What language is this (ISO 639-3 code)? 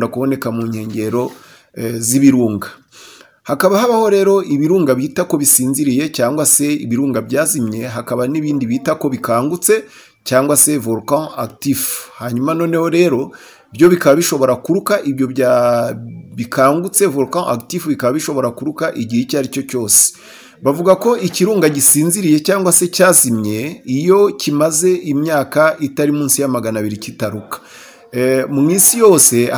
kin